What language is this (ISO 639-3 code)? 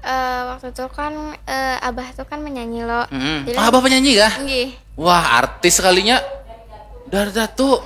bjn